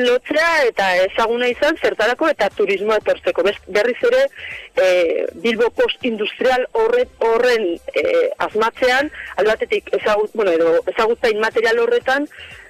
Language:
Basque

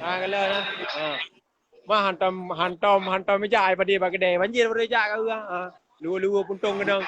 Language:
Achinese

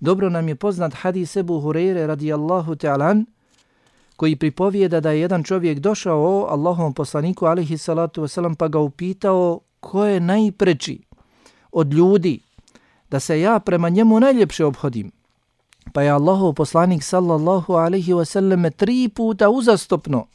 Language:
Bosnian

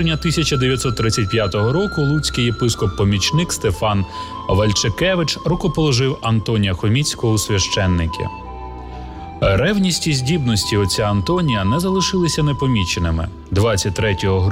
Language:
Ukrainian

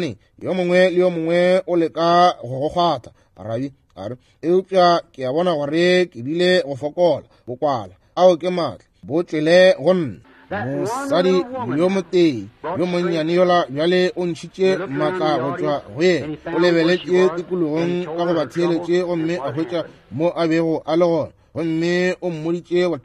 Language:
Northern Sotho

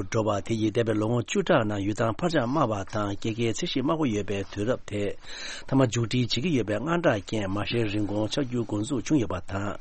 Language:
Tibetan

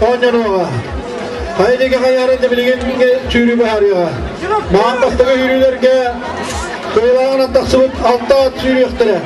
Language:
Yakut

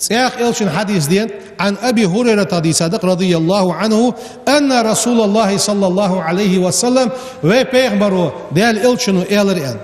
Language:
Ingush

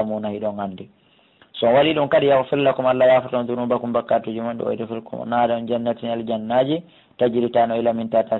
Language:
Pular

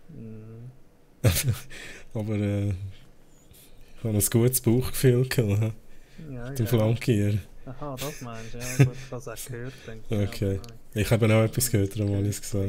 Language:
Swiss German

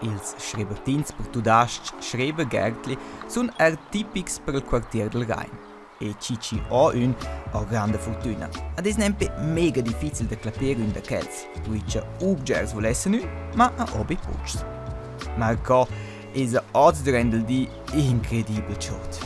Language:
Romansh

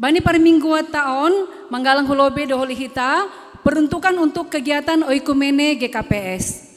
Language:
Batak Simalungun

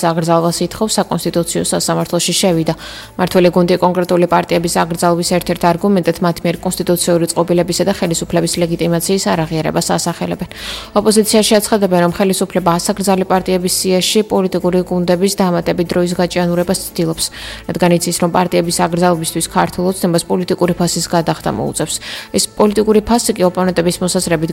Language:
Georgian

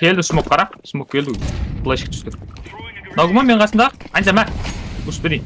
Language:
Kara-Kalpak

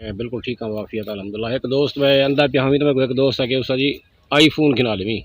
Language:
Saraiki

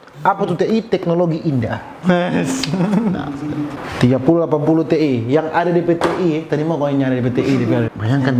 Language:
Manado Malay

